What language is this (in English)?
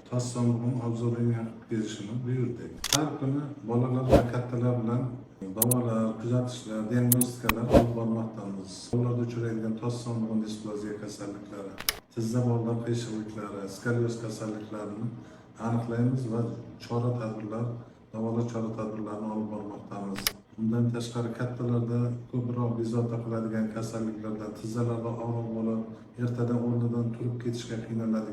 Uzbek